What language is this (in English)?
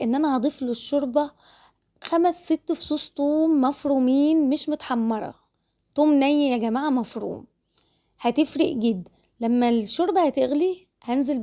Egyptian Arabic